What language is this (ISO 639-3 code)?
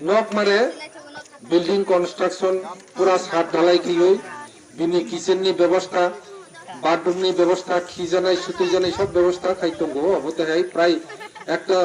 trp